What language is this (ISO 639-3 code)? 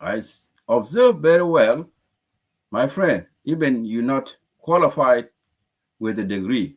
nus